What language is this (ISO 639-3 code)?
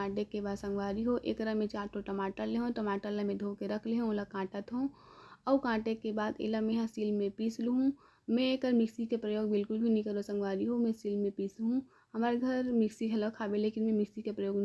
hne